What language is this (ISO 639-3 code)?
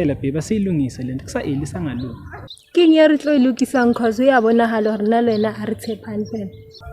zul